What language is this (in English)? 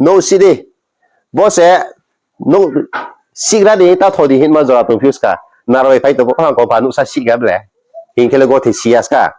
Riang (India)